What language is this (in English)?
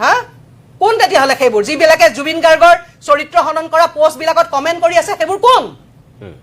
Assamese